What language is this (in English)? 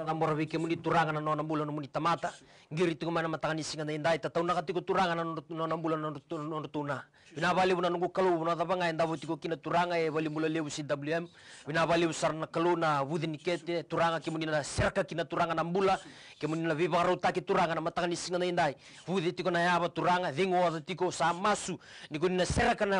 Fijian